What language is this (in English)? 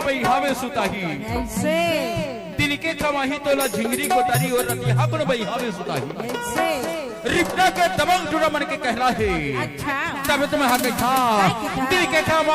Chhattisgarhi